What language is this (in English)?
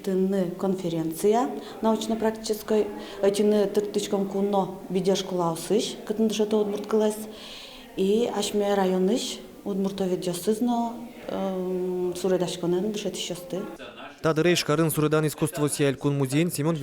Udmurt